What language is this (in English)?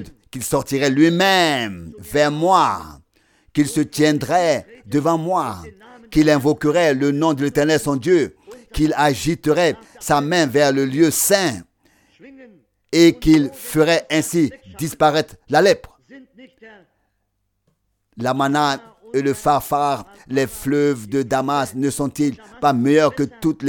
French